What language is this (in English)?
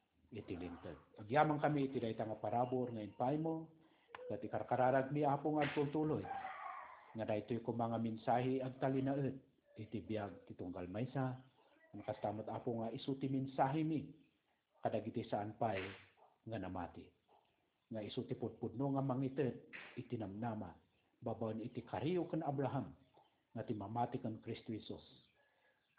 Iloko